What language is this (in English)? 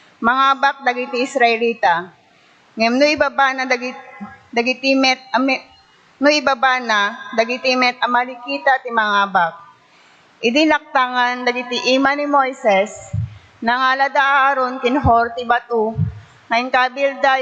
Iloko